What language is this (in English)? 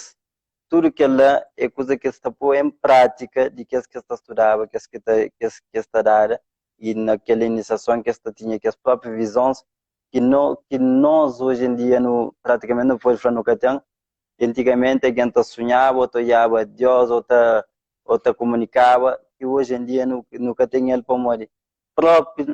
Kabuverdianu